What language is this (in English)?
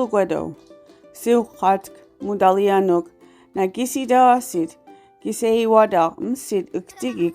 Mi'kmaw